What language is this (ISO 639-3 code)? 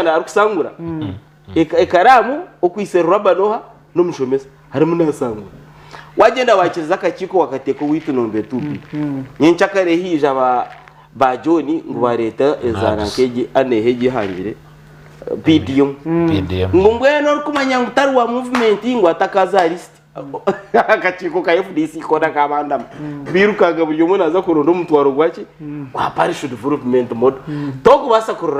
nyn